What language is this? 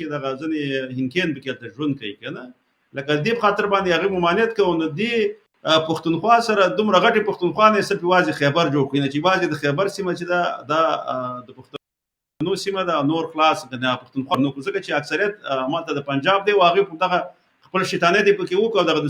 Pashto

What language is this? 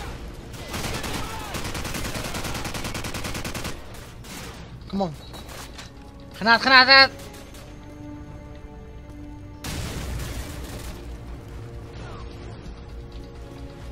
Dutch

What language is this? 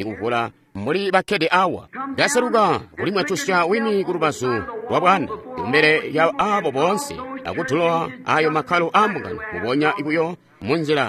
Tonga (Zambia)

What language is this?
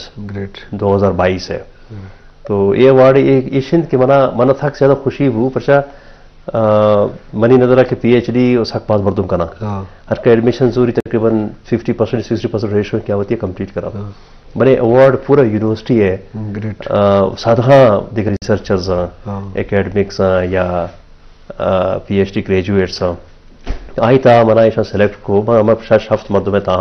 Baluchi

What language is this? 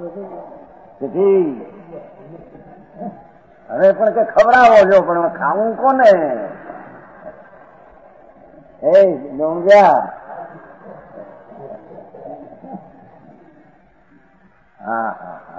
Gujarati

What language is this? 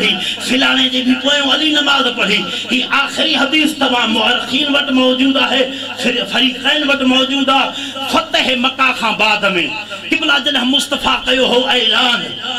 Saraiki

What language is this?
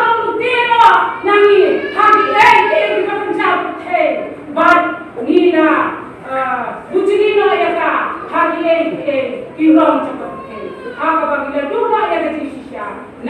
Khasi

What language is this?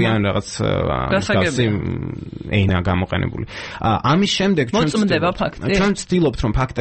Georgian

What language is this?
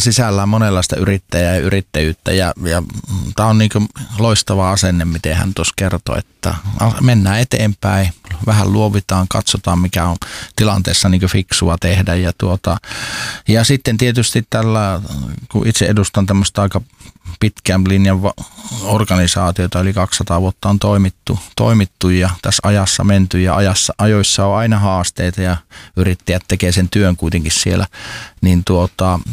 Finnish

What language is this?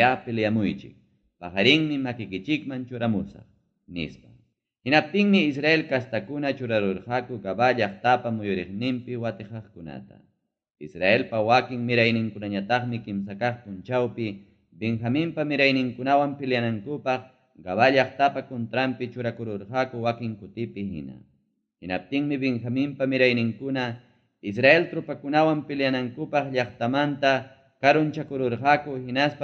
Ayacucho Quechua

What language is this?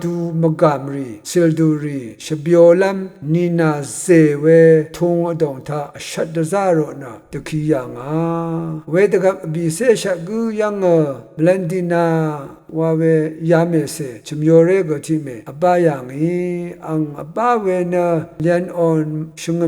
Rawang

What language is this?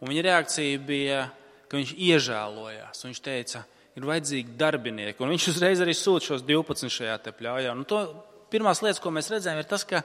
Latvian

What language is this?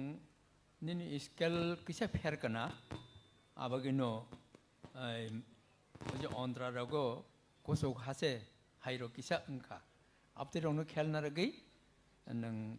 Kok Borok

